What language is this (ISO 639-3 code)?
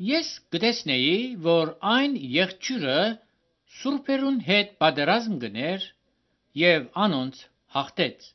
hye